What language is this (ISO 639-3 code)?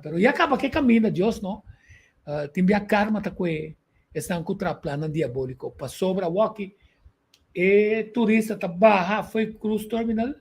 pap